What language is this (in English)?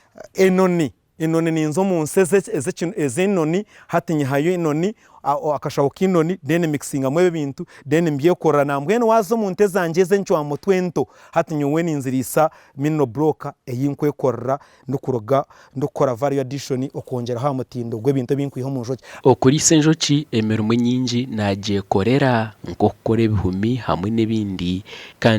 Nyankole